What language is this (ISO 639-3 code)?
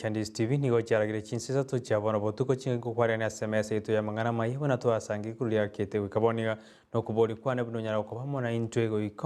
guz